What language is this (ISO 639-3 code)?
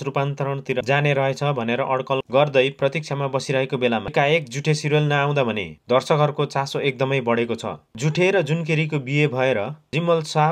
nep